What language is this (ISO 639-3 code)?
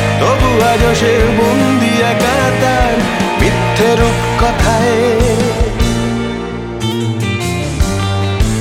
ben